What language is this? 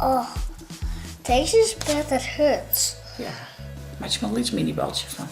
Western Frisian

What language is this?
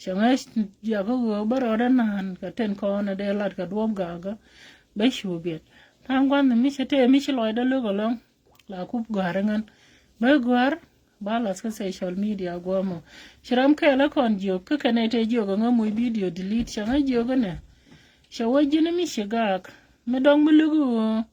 Nuer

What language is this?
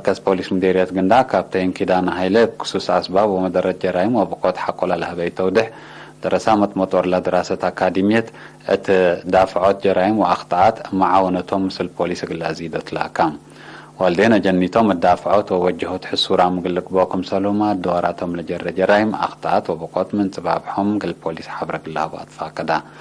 Tigre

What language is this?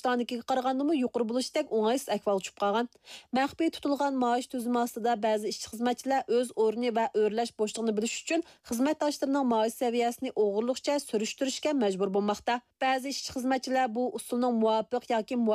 Uyghur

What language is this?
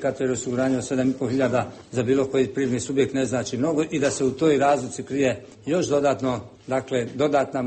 Bosnian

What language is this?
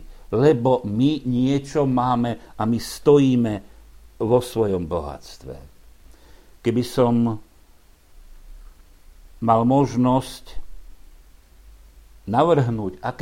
Slovak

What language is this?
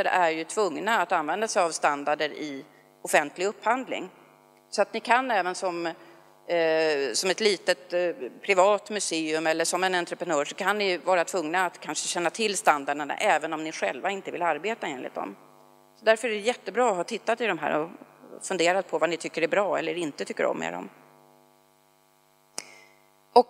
Swedish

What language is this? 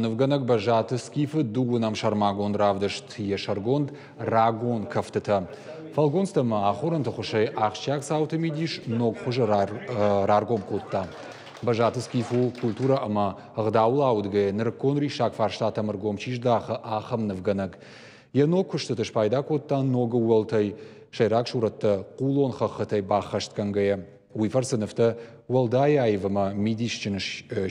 Ossetic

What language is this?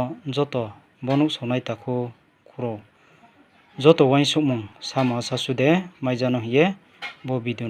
Riang (India)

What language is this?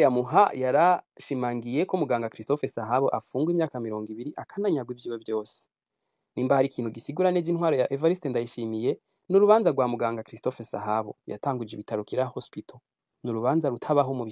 Rundi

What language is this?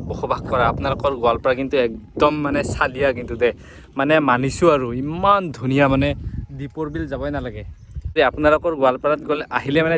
Assamese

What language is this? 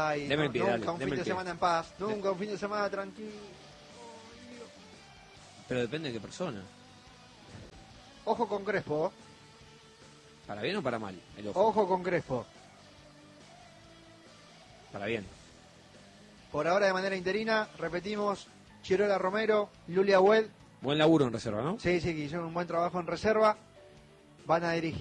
Spanish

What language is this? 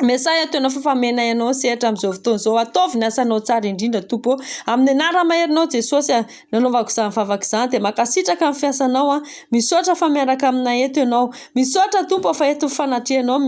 Malagasy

